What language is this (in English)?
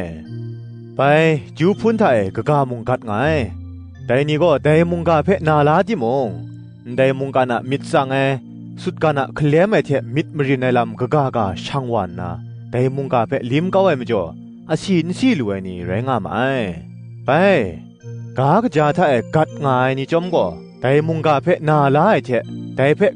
Kachin